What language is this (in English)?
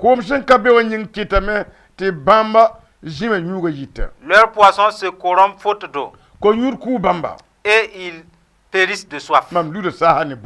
Mossi